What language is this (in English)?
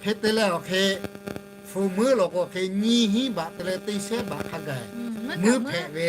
Lahu